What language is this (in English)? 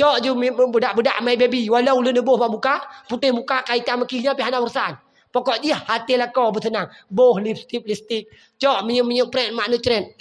Achinese